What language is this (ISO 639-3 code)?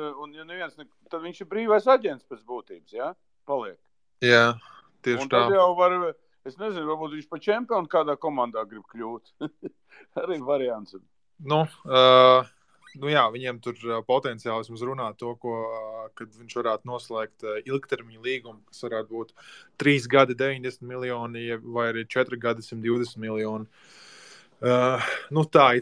lav